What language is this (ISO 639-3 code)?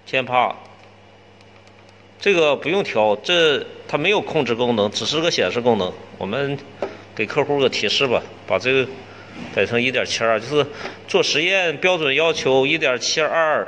zho